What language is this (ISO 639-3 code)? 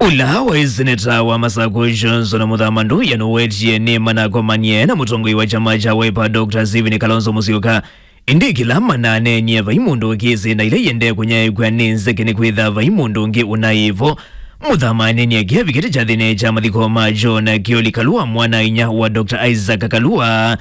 kam